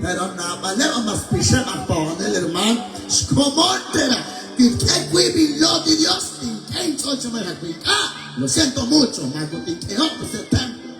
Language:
Kekchí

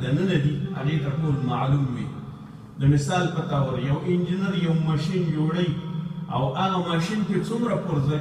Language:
Pashto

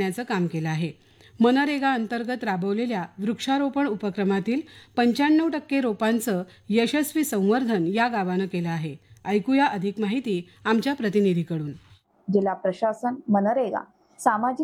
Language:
Marathi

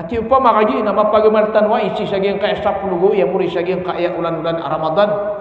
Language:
Maranao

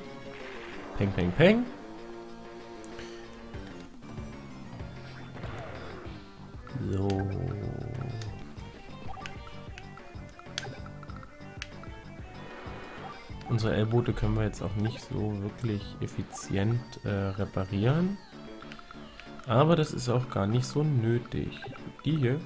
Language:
German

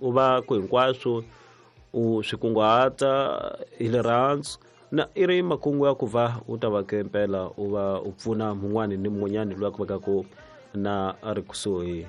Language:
Tsonga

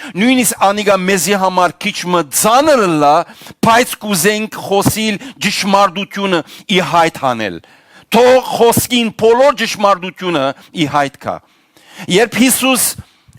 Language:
Western Armenian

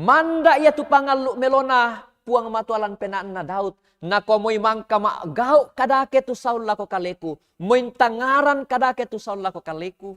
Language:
Toraja-Sa'dan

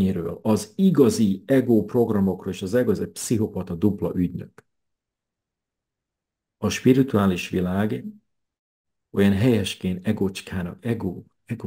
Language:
Hungarian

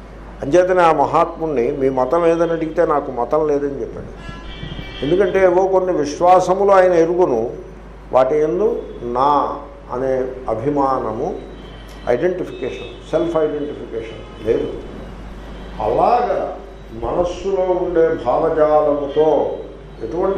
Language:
Telugu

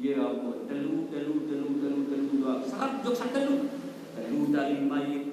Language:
Sasak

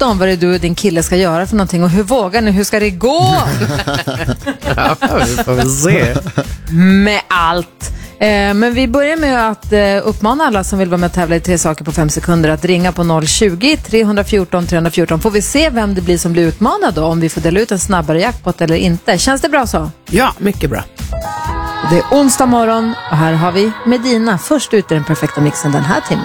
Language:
Swedish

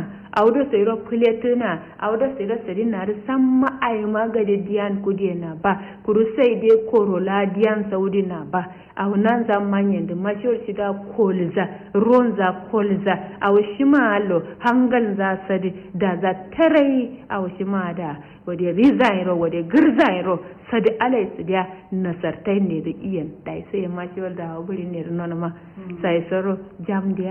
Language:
Kanuri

